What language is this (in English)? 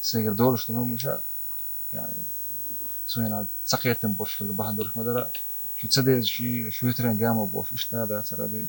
Chechen